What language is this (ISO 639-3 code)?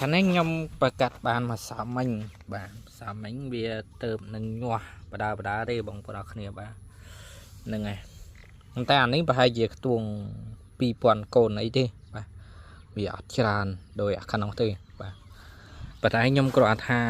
khm